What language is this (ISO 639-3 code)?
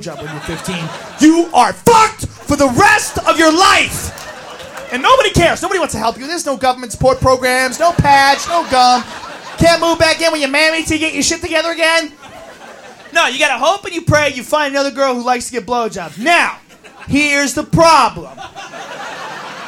eng